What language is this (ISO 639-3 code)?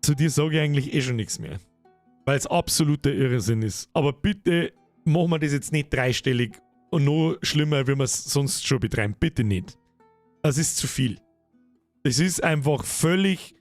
bar